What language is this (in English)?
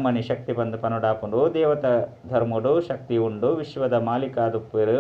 Tulu